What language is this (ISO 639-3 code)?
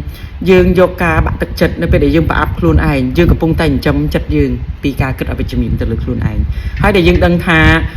khm